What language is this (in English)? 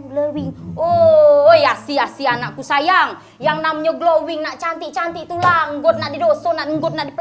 Musi